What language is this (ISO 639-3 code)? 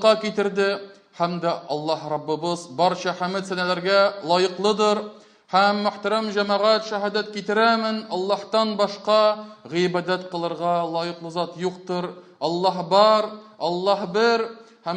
tat